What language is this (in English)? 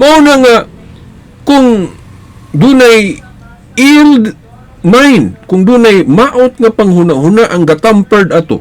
Cebuano